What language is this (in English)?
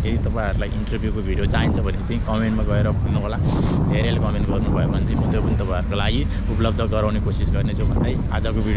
Nepali